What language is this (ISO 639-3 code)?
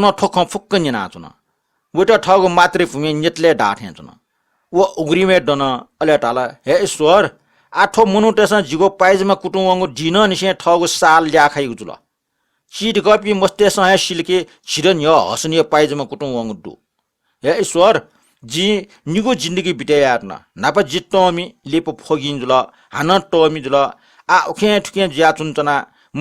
new